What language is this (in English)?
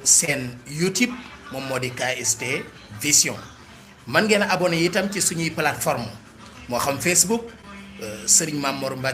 Wolof